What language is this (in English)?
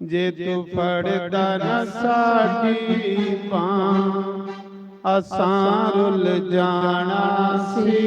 Dogri